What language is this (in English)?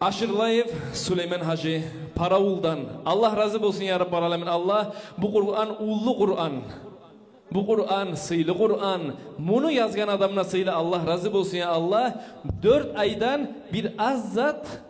Kumyk